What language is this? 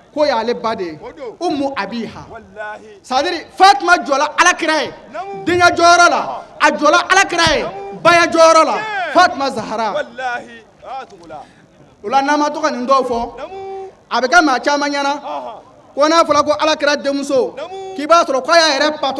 Bambara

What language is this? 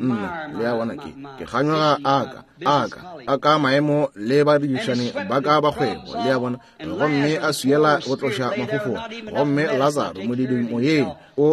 Northern Sotho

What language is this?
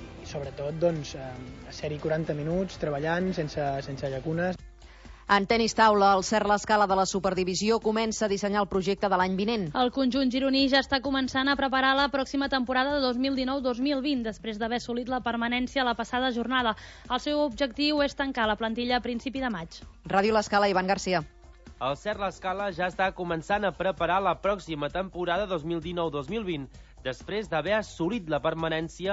Catalan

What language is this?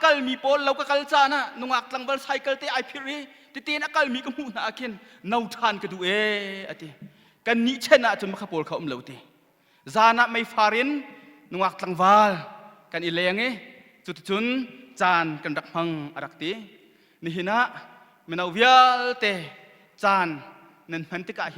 Hakha Chin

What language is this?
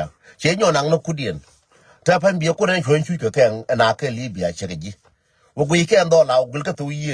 Nuer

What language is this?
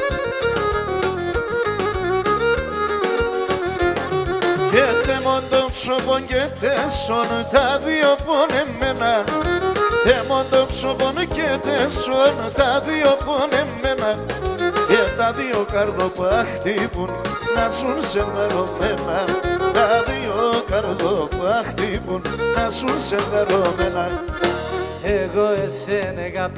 Pontic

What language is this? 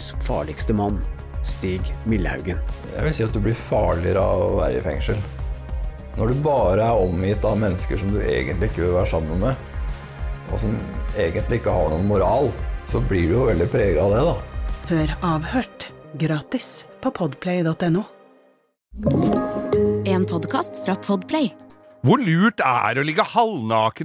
Norwegian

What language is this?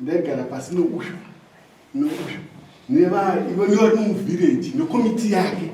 Shona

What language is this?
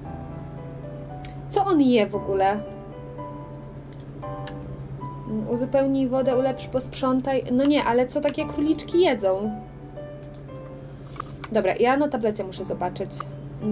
Polish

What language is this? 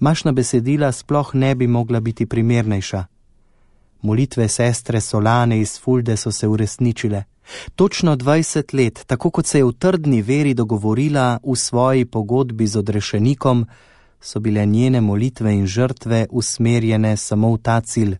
Slovenian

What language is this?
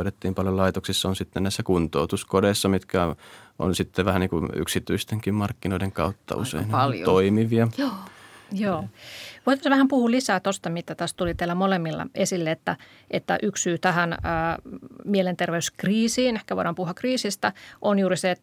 Finnish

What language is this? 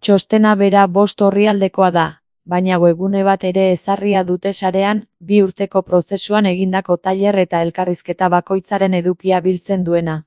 Basque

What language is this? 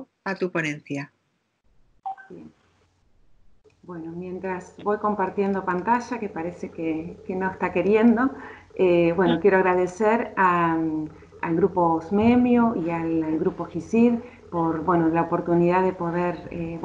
Spanish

